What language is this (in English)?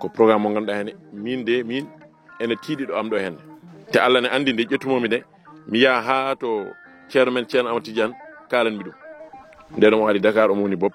Fula